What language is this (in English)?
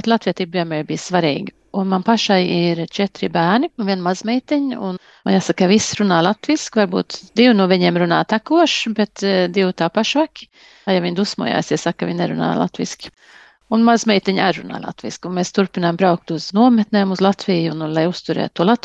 Latvian